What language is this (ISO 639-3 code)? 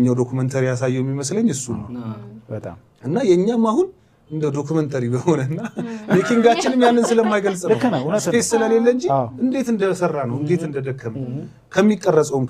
amh